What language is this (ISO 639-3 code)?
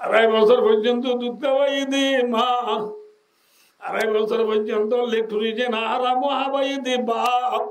rhg